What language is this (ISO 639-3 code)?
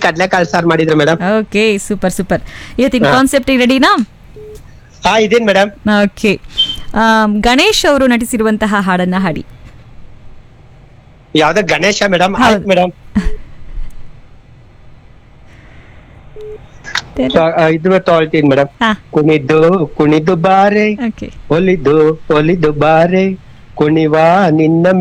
kan